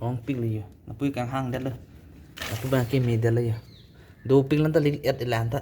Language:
Karbi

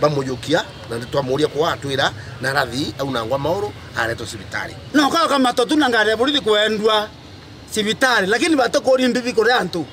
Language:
Meru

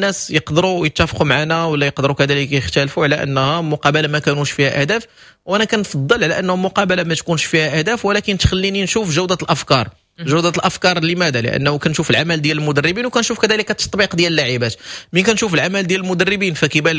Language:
Moroccan Arabic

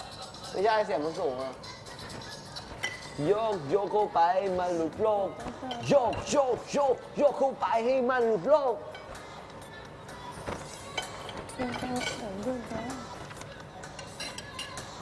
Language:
Thai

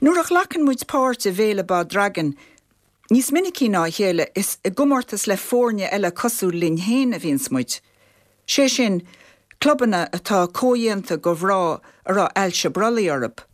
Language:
Irish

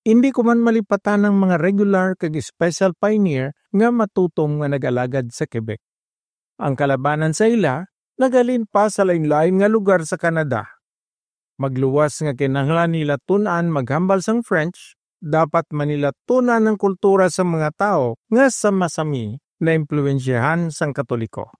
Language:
Hiligaynon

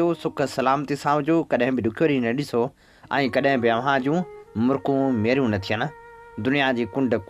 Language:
Sindhi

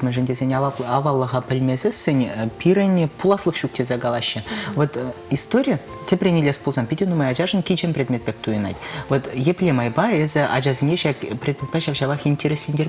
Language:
Chuvash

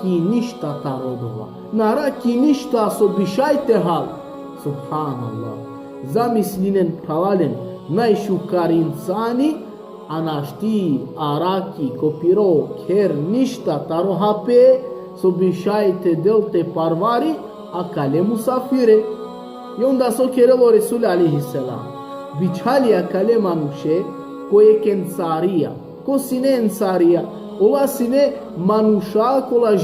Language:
Balkan Romani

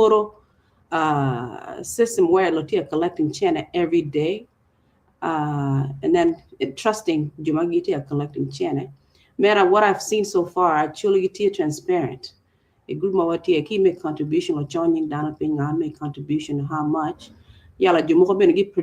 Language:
Acoli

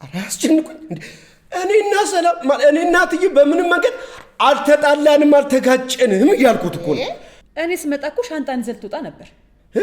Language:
Amharic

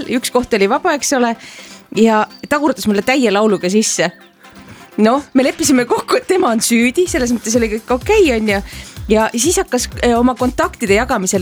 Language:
Estonian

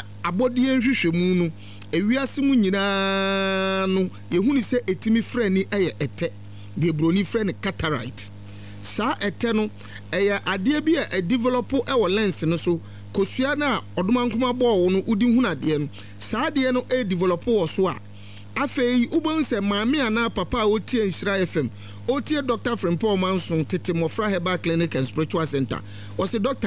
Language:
Akan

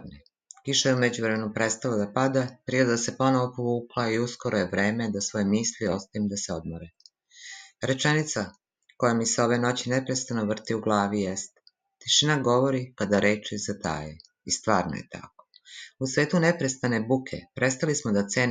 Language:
Serbian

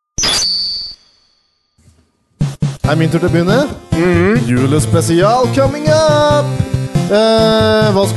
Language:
Norwegian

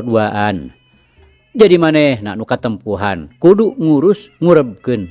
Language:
Sundanese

